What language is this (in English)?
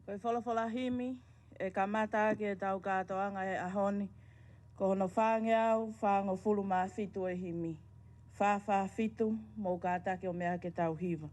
Tongan